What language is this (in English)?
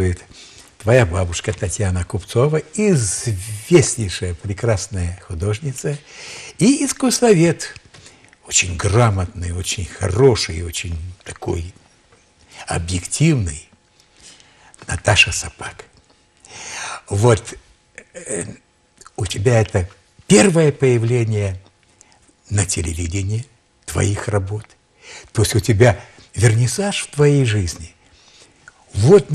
Russian